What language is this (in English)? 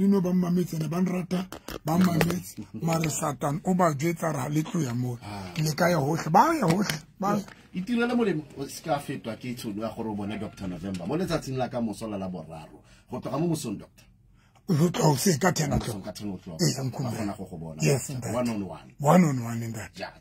Southern Sotho